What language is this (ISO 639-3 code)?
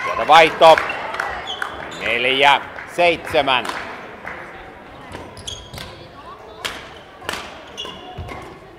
fin